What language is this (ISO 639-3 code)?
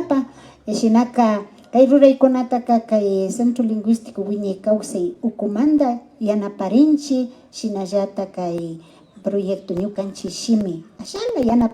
qvi